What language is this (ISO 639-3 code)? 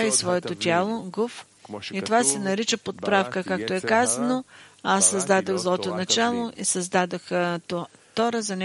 bul